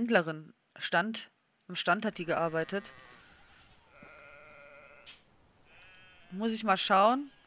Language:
German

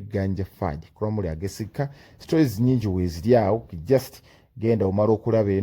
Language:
Ganda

